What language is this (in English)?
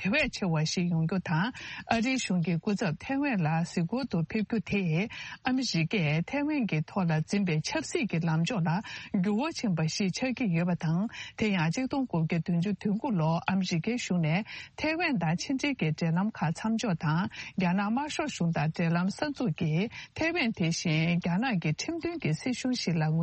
Tibetan